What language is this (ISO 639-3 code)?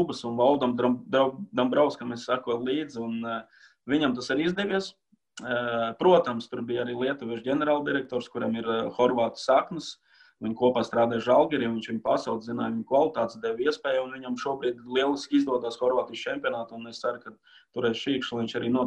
lav